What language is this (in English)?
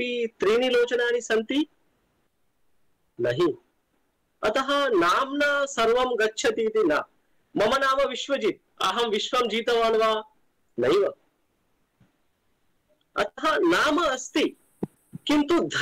Sanskrit